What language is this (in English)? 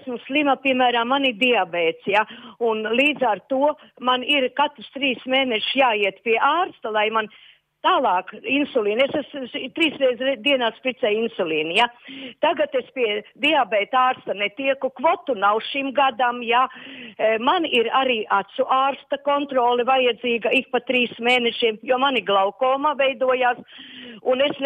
Latvian